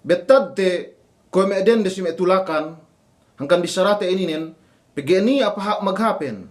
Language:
Yakan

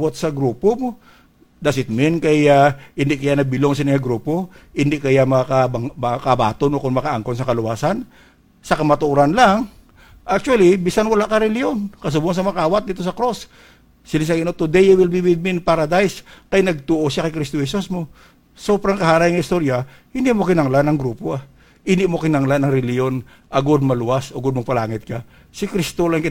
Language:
Hiligaynon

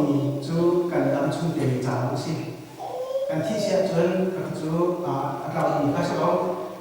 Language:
Hakha Chin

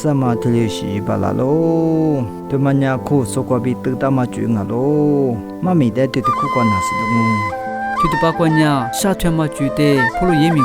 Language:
Lisu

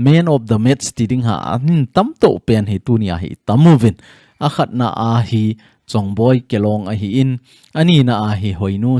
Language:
Thado Chin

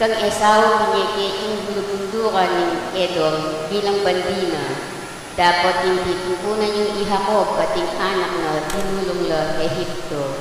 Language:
Pampanga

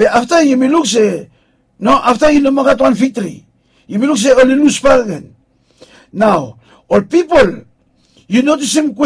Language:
Bislama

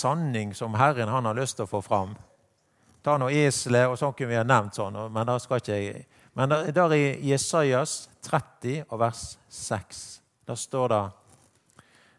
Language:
Norwegian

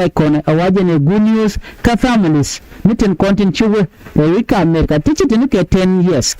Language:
Nuer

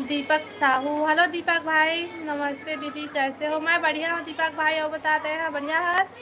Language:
Chhattisgarhi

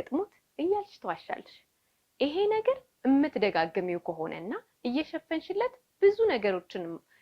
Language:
Amharic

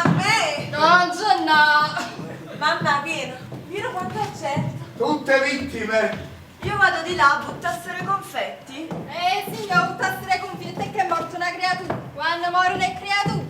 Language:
Neapolitan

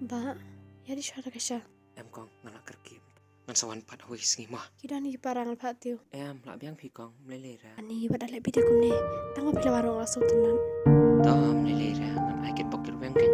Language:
Khasi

